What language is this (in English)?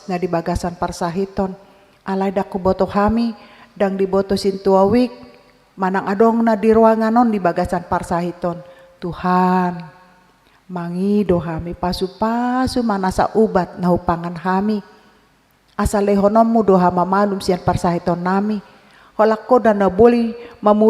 Batak Toba